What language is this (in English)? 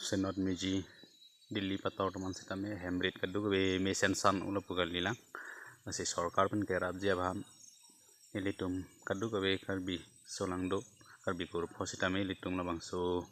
Karbi